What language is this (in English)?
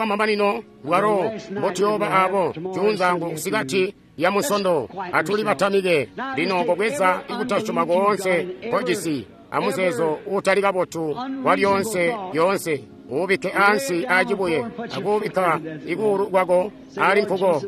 Tonga (Zambia)